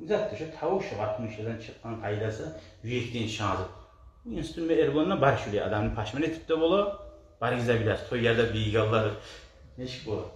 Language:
Kumyk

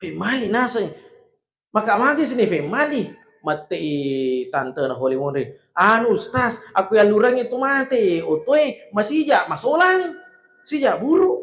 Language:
Buginese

